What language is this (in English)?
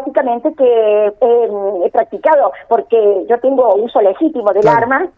Spanish